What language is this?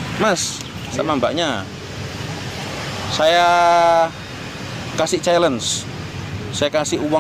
Indonesian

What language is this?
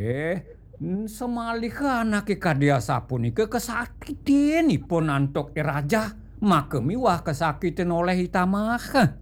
Balinese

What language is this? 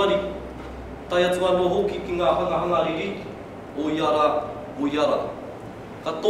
Māori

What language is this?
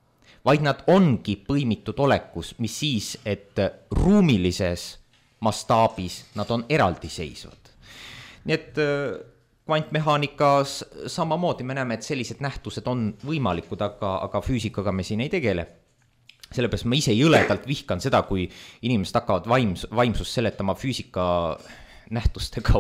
Estonian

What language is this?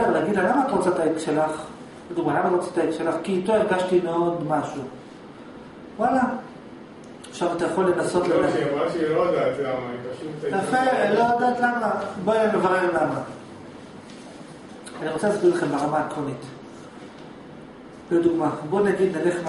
Hebrew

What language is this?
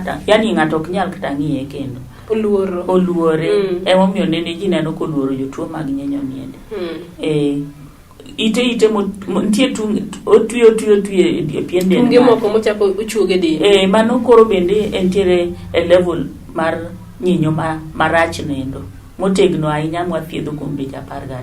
Luo (Kenya and Tanzania)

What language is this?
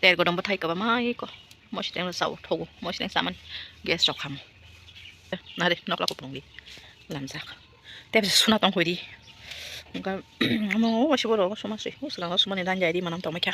Kok Borok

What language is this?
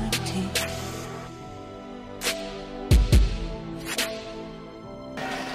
Icelandic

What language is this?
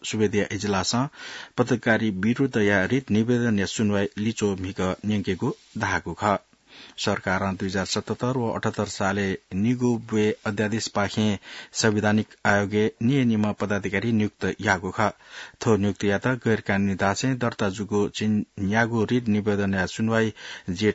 Newari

